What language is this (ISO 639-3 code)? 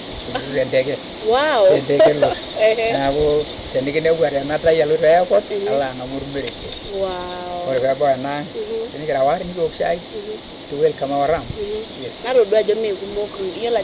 mas